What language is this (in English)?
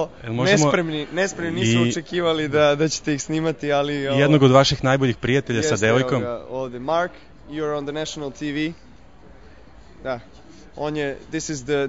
Serbian